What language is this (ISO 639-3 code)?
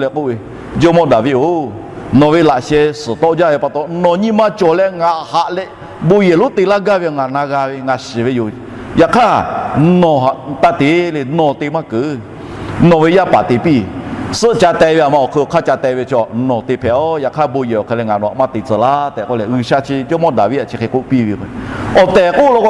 lhu